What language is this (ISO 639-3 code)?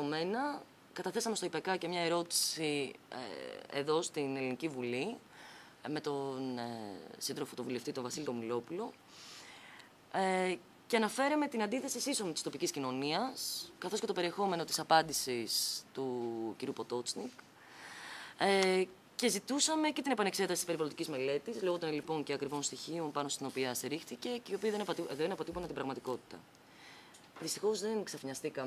ell